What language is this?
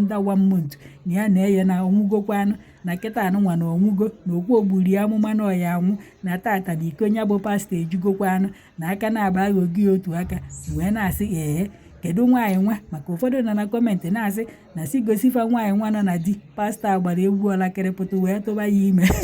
Igbo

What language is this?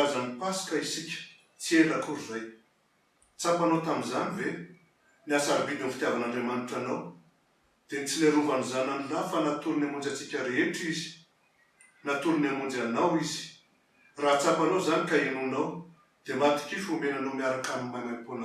Malagasy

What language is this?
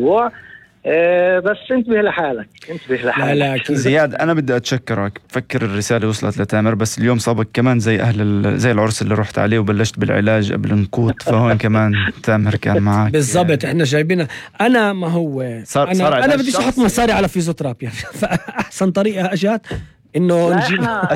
North Levantine Arabic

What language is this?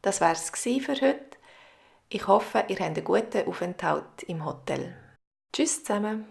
Swiss German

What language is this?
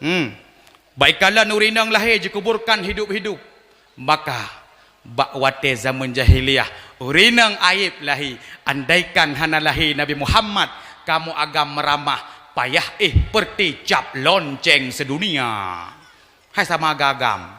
Achinese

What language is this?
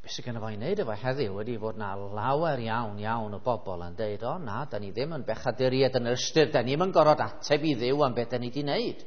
Welsh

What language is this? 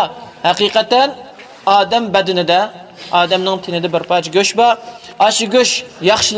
Uyghur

